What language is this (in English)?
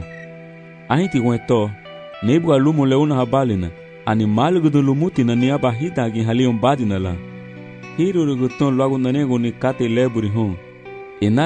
Garifuna